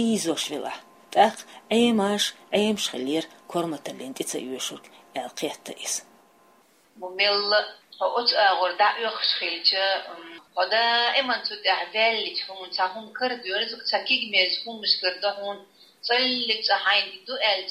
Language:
Chechen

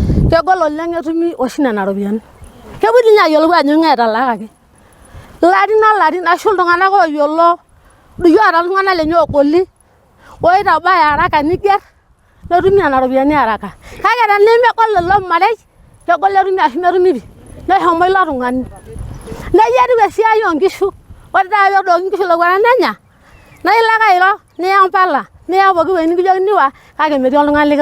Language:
Masai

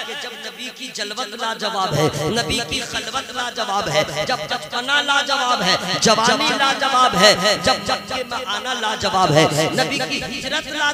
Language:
Hindi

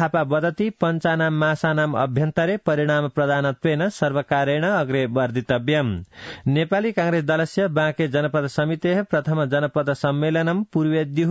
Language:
Sanskrit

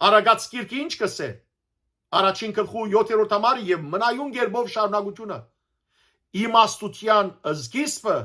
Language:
Western Armenian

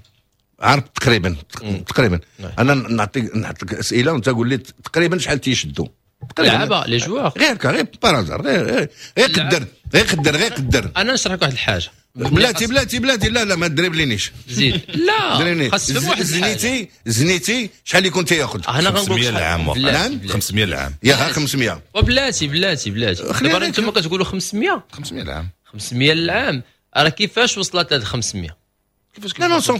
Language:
Moroccan Arabic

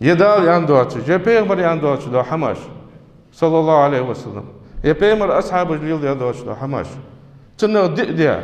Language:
Ingush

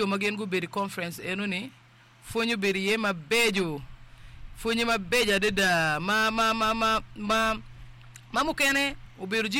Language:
Acoli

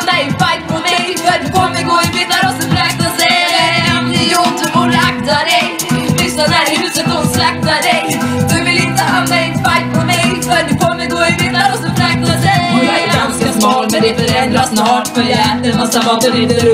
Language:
Swedish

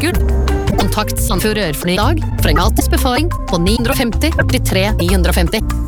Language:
Norwegian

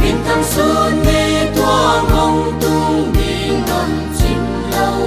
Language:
Paite Chin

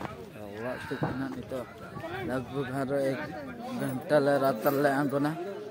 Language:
Santali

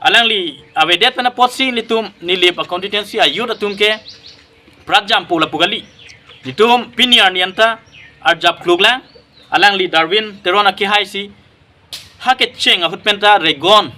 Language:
Karbi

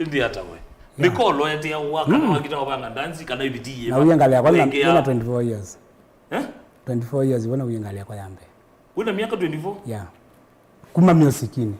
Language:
Kamba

